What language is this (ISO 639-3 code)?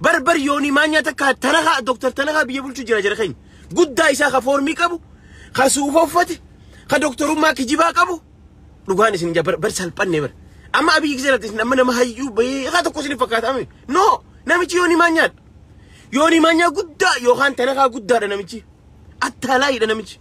orm